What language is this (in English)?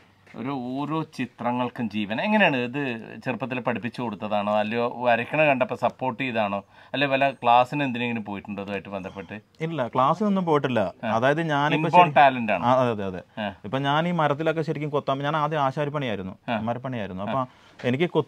Malayalam